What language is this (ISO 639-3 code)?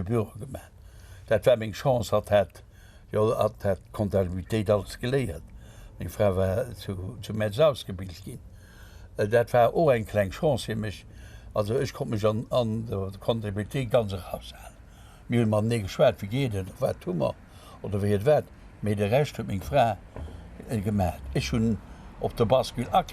ltz